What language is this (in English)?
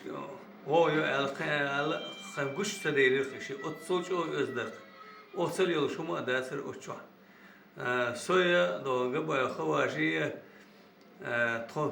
Chechen